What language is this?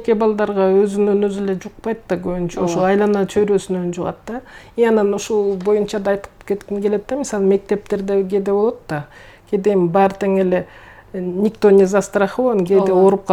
Kyrgyz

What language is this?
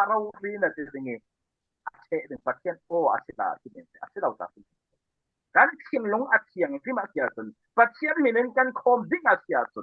Falam Chin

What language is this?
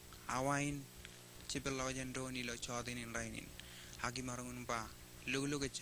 Marshallese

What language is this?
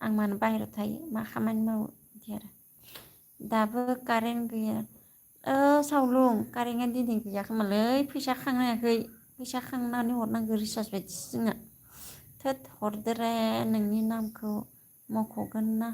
Bodo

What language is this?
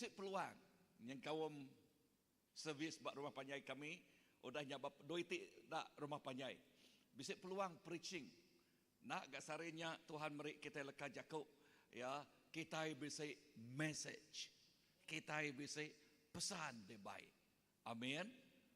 Iban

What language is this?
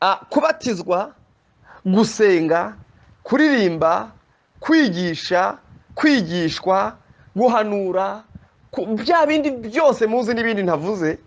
Kinyarwanda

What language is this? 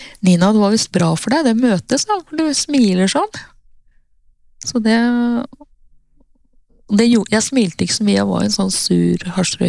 Norwegian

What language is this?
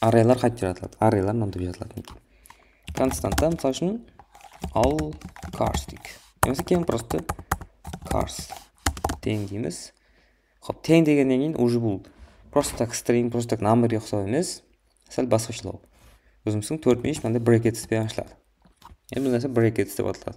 Kara-Kalpak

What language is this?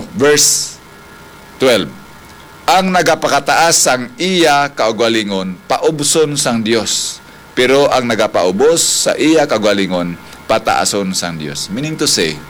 Hiligaynon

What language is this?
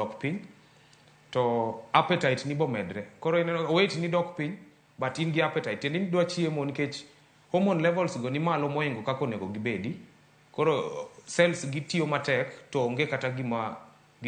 Luo (Kenya and Tanzania)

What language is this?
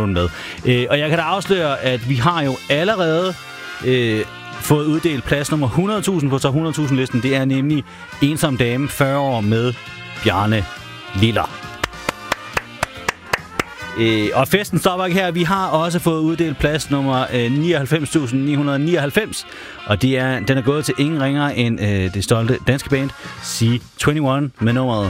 Danish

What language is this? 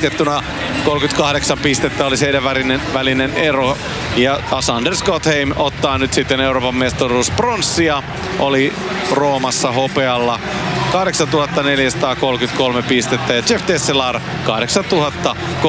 Finnish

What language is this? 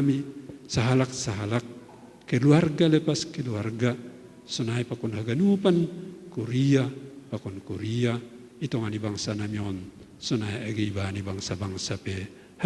Batak Simalungun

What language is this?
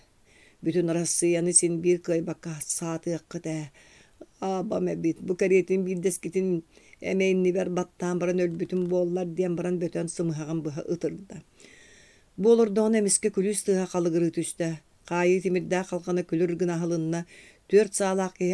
Yakut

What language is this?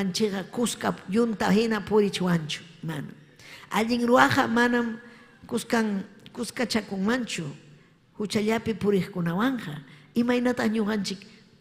Ayacucho Quechua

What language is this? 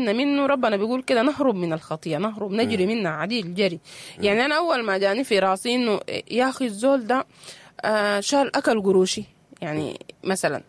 Sudanese Arabic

